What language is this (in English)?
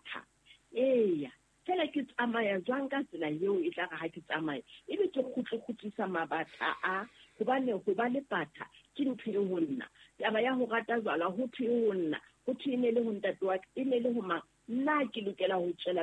Southern Sotho